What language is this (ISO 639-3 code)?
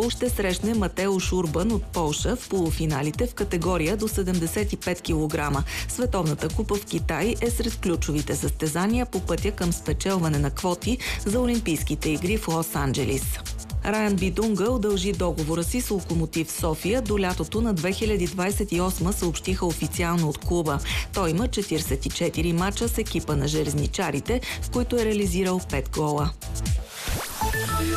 bul